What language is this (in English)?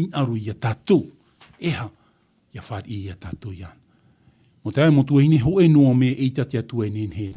Tahitian